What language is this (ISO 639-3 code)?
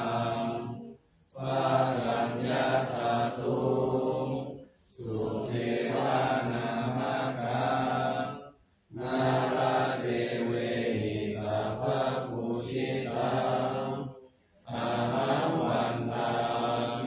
pli